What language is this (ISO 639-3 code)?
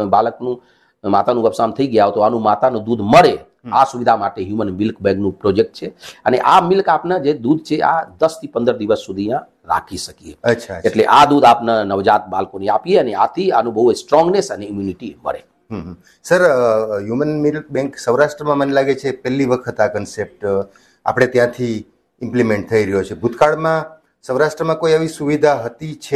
guj